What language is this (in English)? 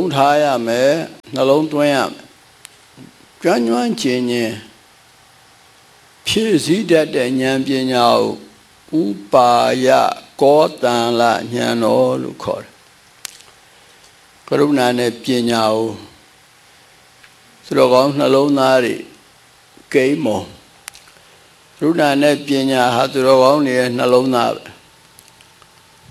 Burmese